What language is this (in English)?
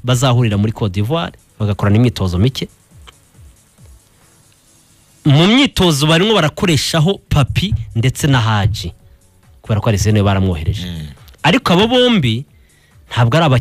Kinyarwanda